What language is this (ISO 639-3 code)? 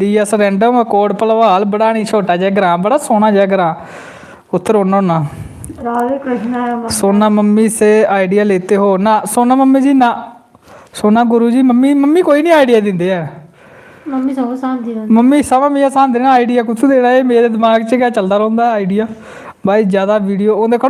doi